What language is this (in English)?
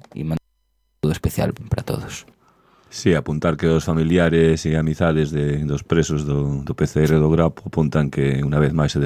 Galician